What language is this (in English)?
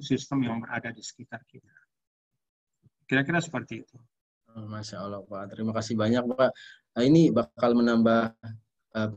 Indonesian